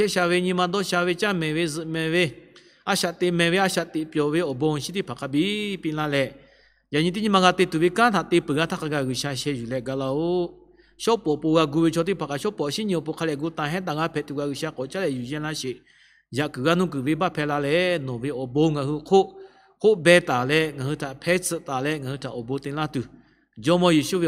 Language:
Lahu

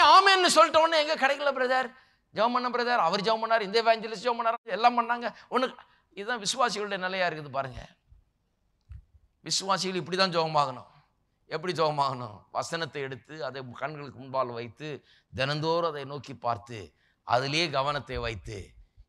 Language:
Tamil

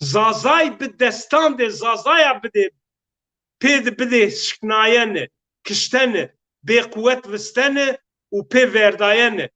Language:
Zaza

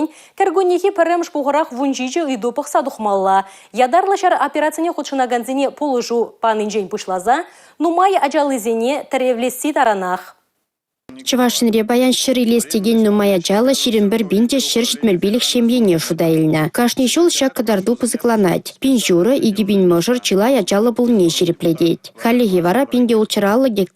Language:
Chuvash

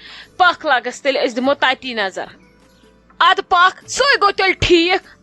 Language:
Kashmiri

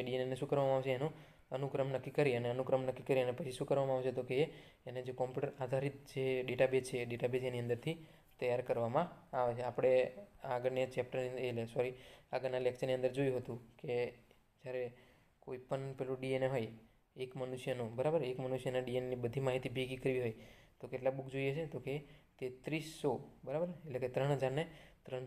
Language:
Gujarati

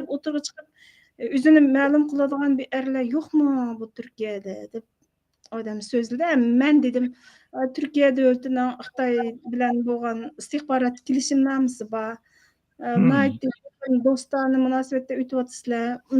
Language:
Uyghur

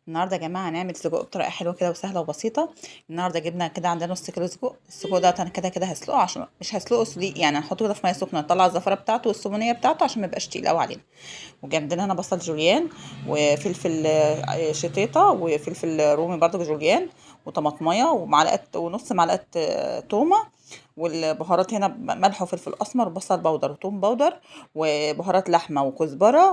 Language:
Egyptian Arabic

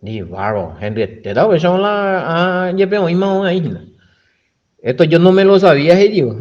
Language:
Guarani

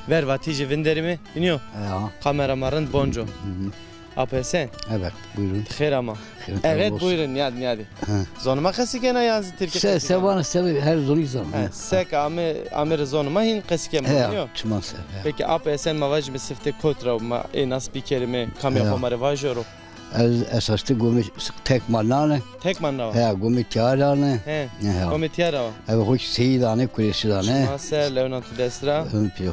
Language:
Zaza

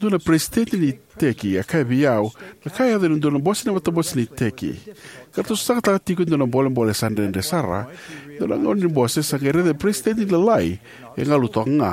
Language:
Fijian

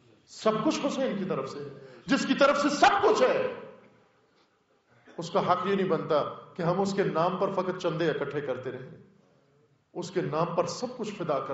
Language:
Urdu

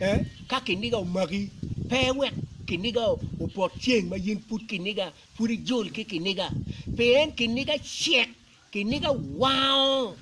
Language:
Acoli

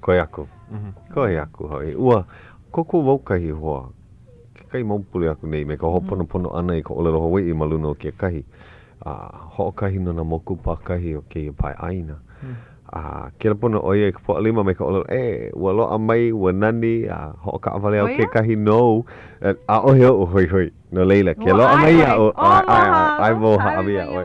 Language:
Hawaiian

